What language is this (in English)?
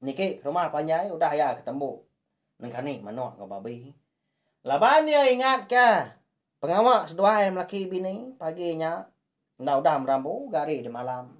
Iban